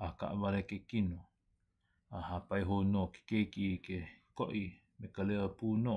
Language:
Hawaiian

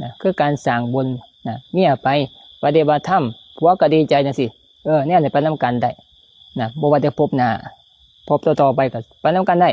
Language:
Lao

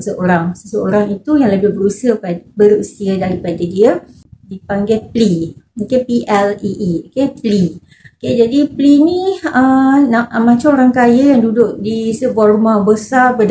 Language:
Malay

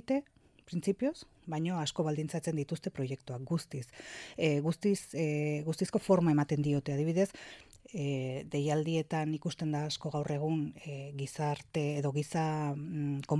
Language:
Basque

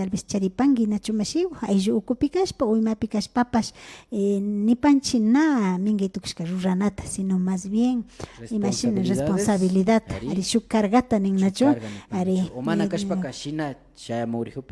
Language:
Imbabura Highland Quichua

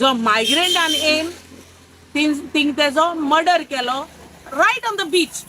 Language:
Konkani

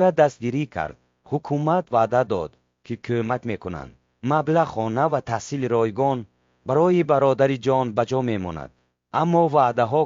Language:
Tajik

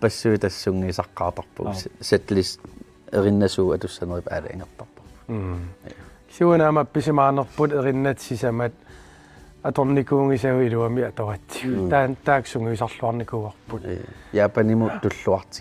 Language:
Kalaallisut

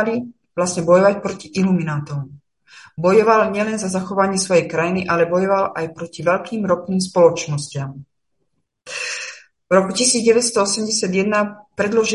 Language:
Slovak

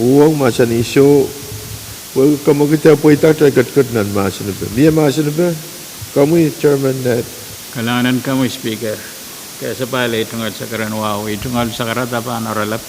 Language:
Pohnpeian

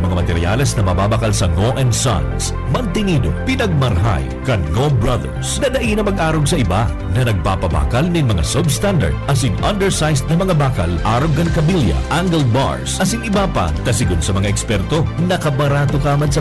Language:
Bikol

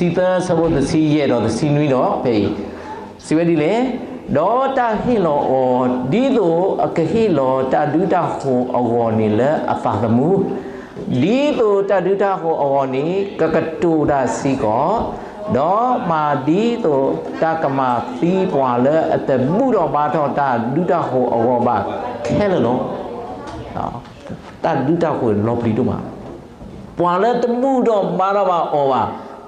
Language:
S'gaw Karen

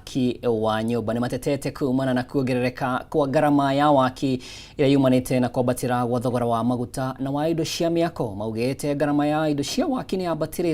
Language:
Kikuyu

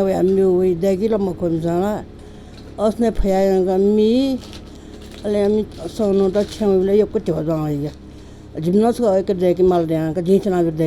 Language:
Newari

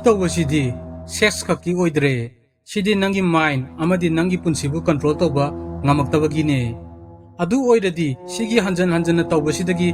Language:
Manipuri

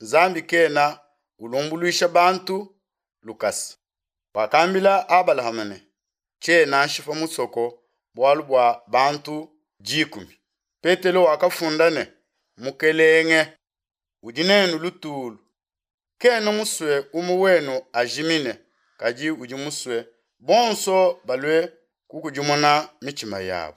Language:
Luba-Lulua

